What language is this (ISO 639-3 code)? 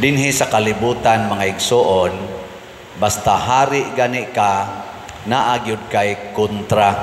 ceb